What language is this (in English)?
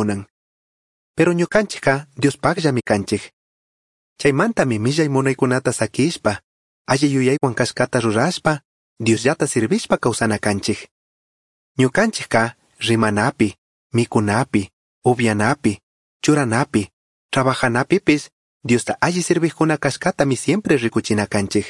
Chimborazo Highland Quichua